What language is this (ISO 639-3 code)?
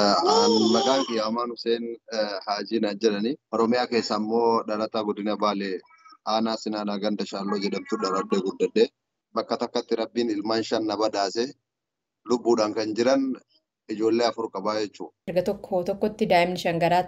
orm